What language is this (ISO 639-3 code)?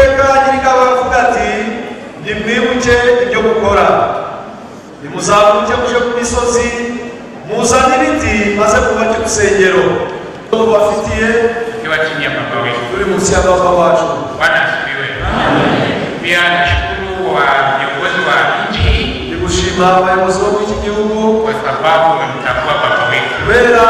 kin